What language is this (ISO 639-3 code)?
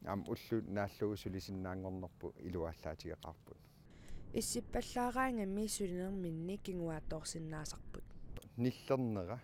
kal